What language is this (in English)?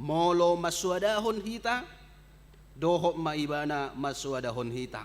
Batak Toba